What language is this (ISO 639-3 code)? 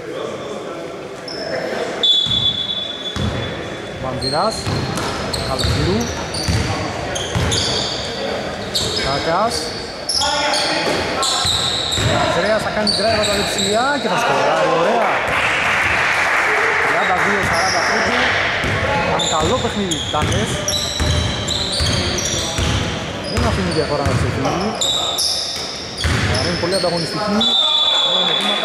ell